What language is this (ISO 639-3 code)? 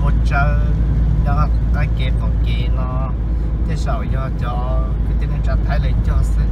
hmn